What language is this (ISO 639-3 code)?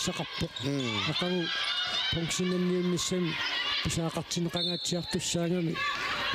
kal